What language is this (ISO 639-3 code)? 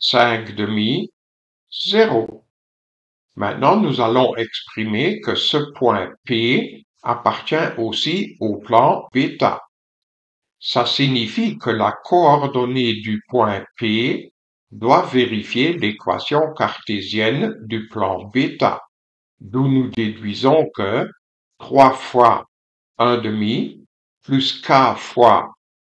fra